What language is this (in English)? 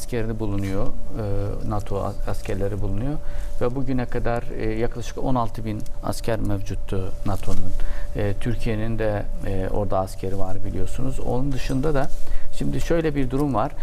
Turkish